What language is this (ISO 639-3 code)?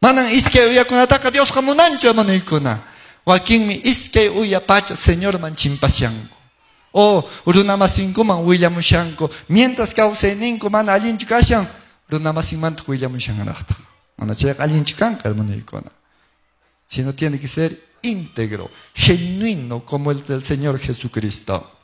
que